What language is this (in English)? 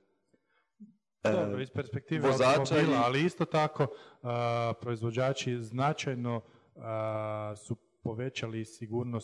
Croatian